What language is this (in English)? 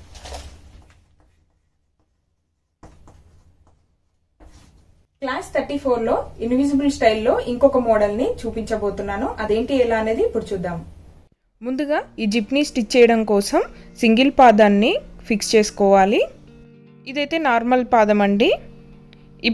Telugu